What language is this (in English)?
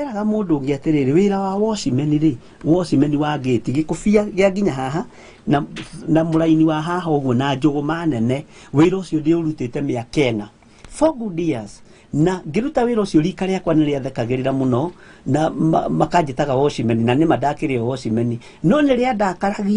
Kikuyu